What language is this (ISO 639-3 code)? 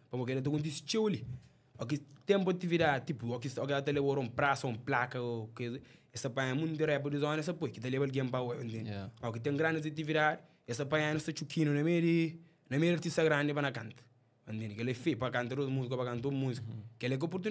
kea